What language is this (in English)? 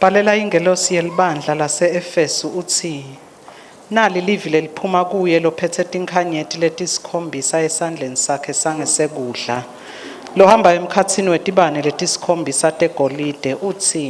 Swati